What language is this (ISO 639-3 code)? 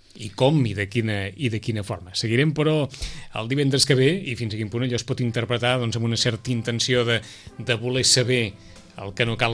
cat